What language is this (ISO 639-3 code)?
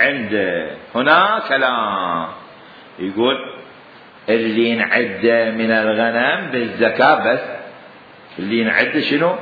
acm